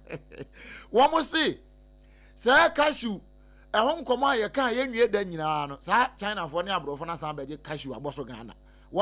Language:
Akan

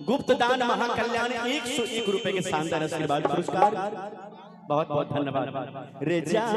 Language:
Maithili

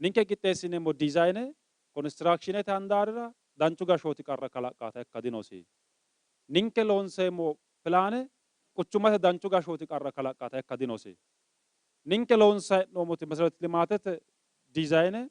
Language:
Sidamo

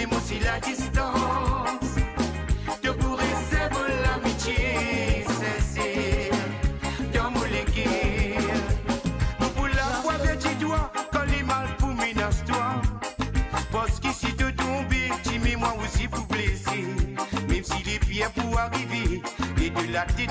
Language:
Morisyen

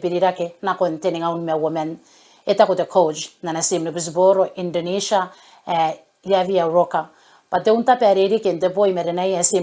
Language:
Gilbertese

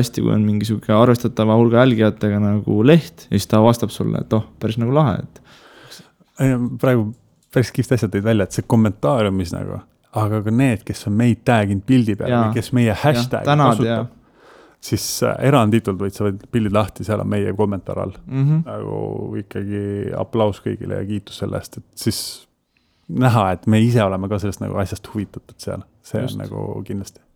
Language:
Estonian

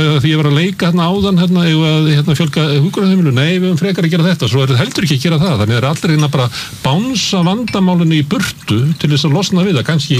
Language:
Icelandic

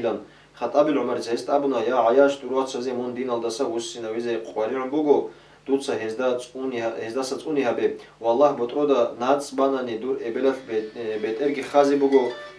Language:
Avaric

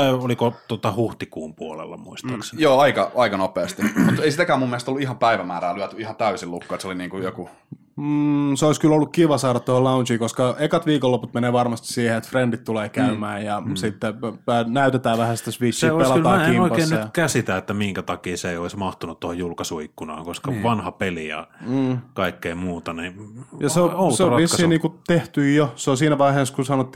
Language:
Finnish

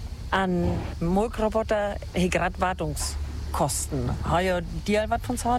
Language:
German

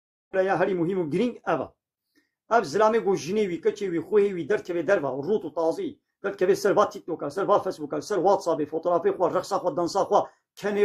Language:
Kurdish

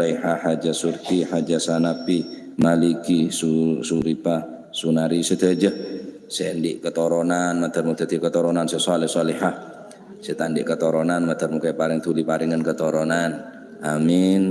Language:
Madurese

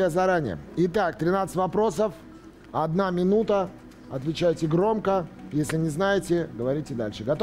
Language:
Russian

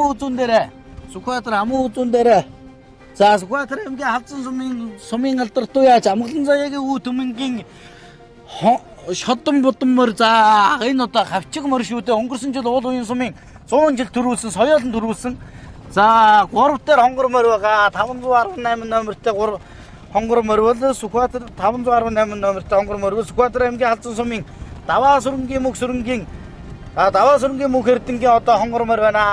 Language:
Mongolian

